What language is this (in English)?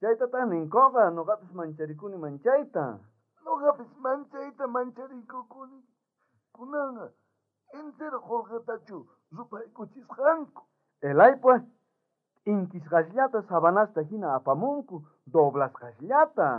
South Bolivian Quechua